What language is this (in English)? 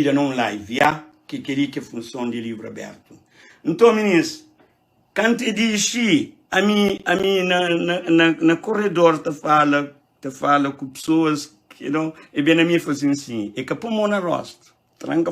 Kabuverdianu